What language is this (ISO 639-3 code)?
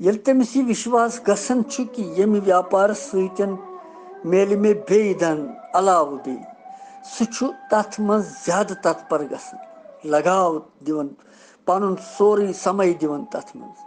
kas